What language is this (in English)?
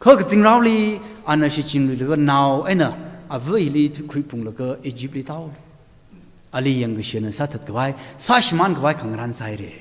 Tangkhul Naga (India)